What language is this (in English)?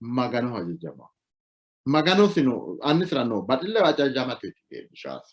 Sidamo